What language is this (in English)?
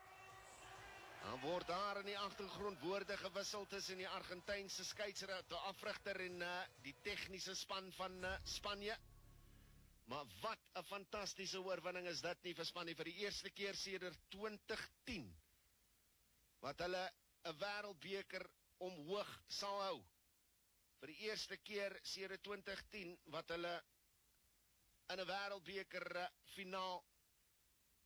Afrikaans